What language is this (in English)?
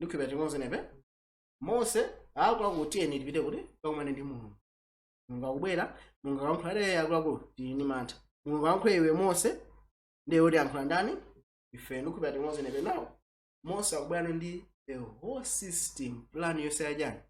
Nyanja